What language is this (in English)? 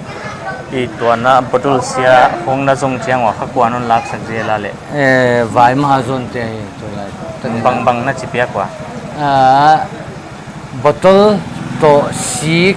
Paite Chin